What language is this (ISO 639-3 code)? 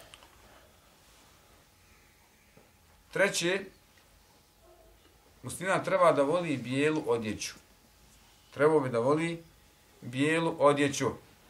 bos